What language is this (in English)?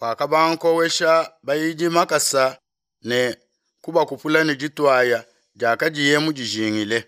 Luba-Lulua